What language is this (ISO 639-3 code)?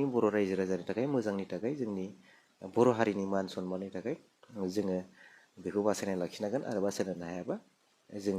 brx